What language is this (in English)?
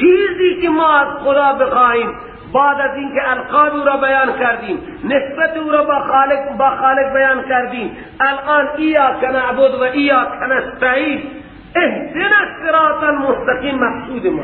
Persian